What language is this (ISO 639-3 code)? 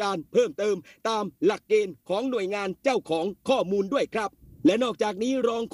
tha